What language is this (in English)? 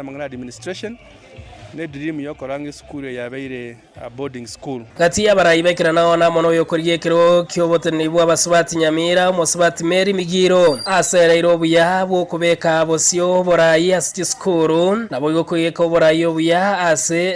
Gusii